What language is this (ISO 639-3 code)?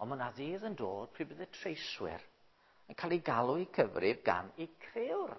cym